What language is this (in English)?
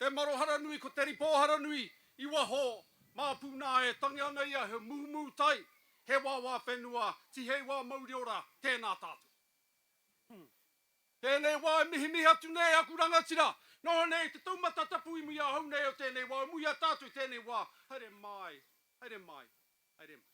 Māori